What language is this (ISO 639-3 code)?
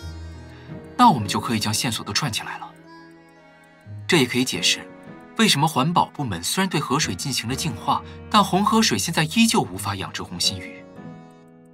zho